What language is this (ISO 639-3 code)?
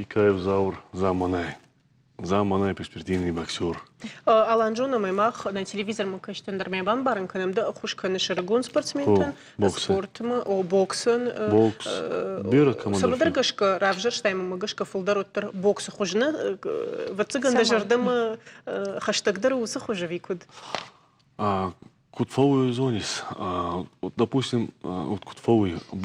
oss